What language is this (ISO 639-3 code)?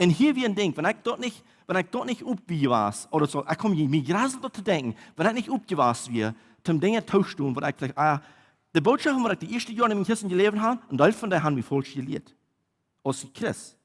pdt